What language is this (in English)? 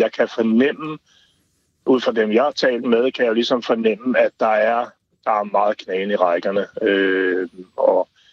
Danish